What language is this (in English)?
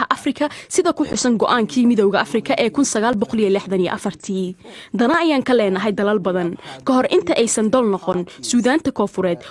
Somali